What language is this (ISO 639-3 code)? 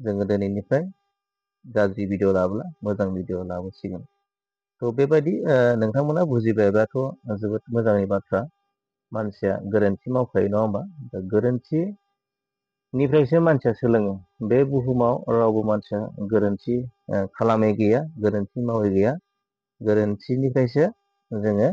brx